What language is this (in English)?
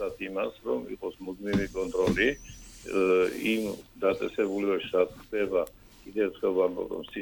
Georgian